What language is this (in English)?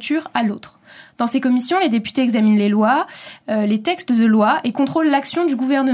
French